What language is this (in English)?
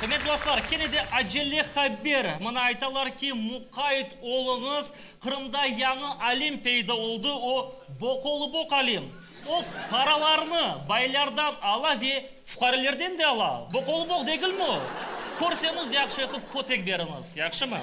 Crimean Tatar